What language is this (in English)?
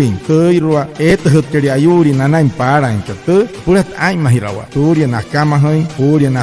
Wayuu